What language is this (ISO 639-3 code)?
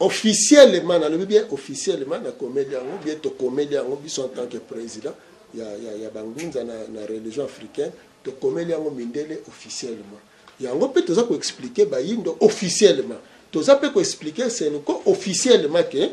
lin